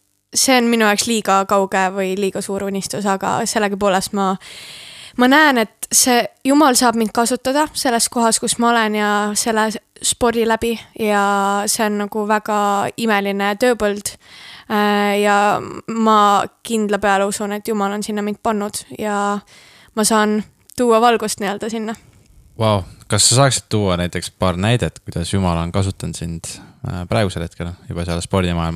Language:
Estonian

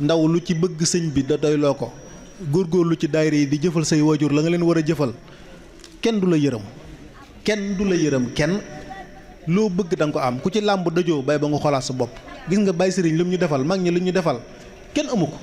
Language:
Wolof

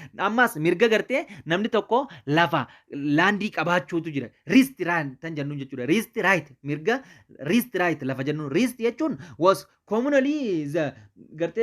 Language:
Oromo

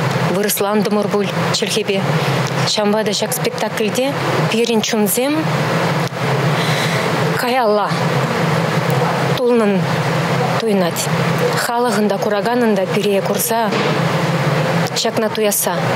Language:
Chuvash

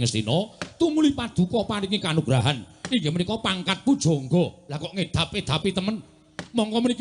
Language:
Javanese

